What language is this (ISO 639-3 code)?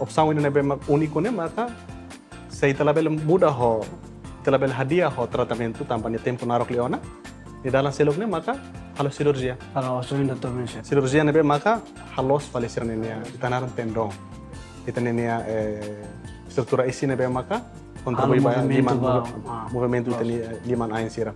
tet